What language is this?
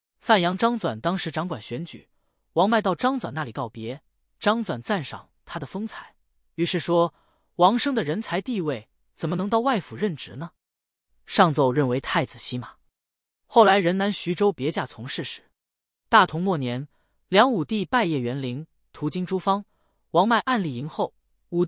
Chinese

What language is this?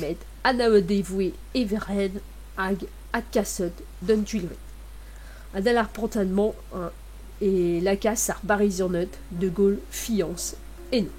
Breton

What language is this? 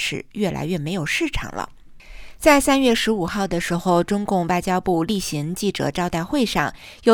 Chinese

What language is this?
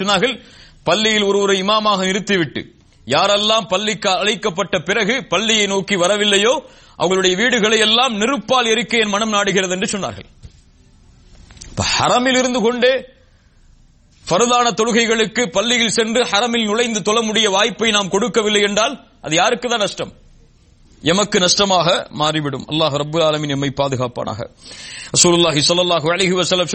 Tamil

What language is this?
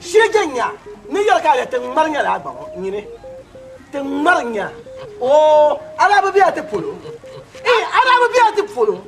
Dagbani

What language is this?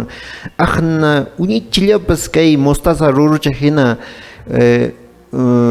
Quechua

